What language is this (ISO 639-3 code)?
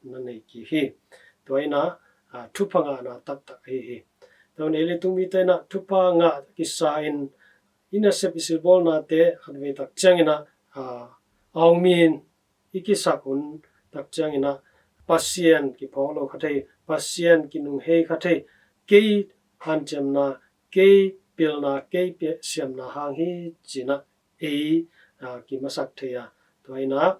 ctd